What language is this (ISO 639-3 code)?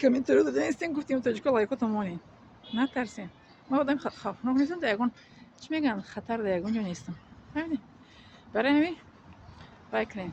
tgk